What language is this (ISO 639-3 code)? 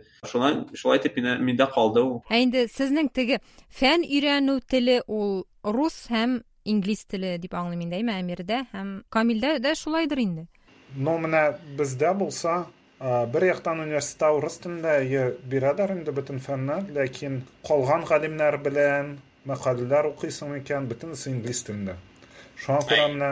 tat